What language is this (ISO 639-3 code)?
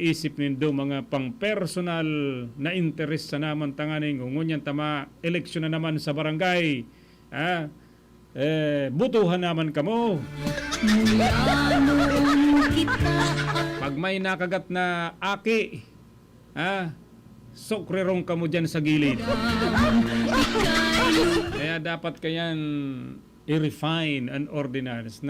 bik